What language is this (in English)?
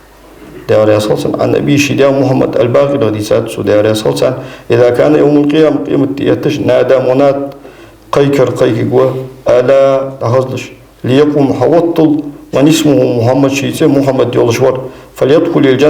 Ingush